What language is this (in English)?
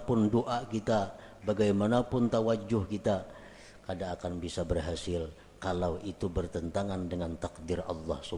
Banjar